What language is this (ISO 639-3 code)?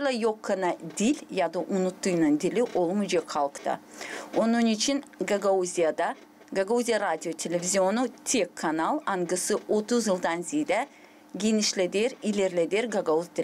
gag